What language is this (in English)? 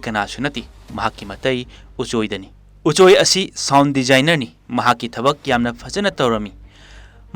Manipuri